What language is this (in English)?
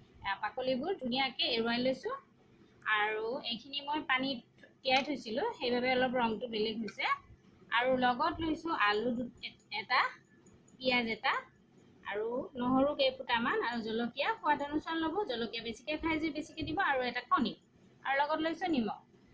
Assamese